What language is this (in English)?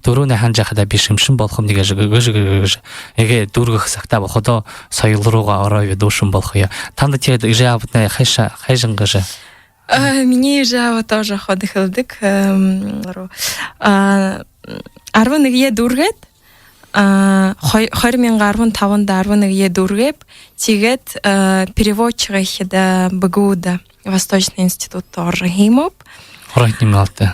Buriat